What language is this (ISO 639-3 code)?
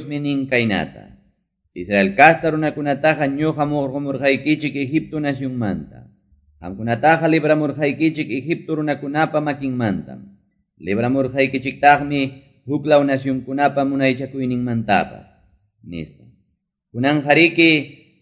que